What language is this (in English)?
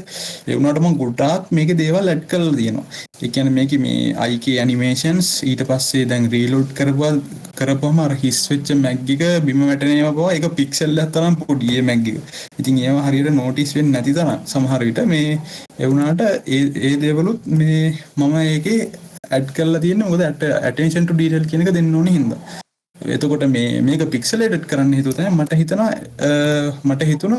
Sinhala